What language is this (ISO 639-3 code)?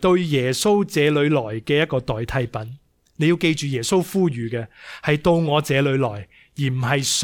yue